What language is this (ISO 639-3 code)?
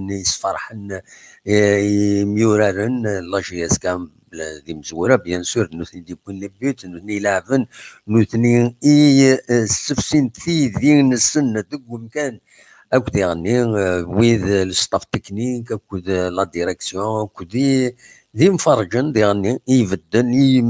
kab